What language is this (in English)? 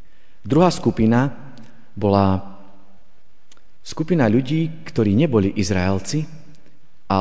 Slovak